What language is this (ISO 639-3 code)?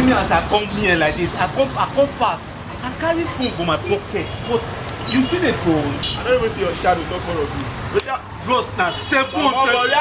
pcm